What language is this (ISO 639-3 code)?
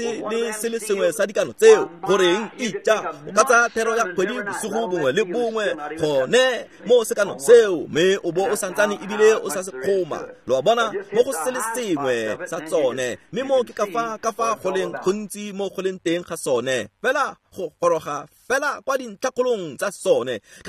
tsn